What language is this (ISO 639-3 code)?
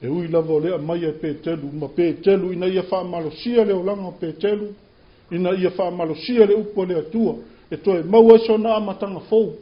smo